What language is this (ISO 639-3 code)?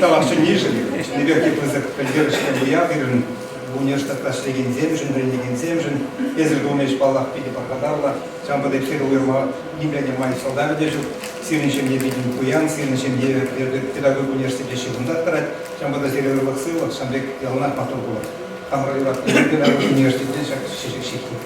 chv